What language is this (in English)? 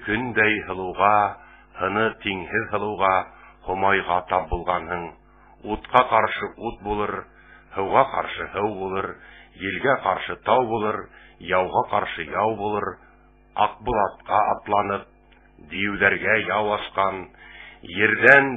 Bashkir